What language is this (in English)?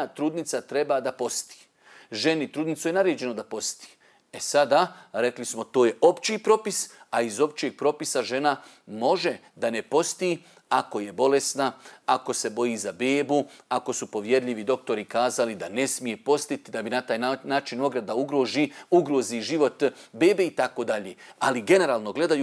Bosnian